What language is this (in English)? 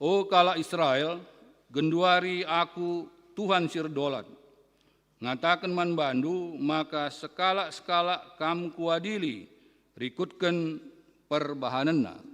Batak Karo